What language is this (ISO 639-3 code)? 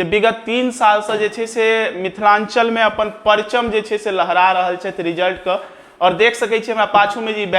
mai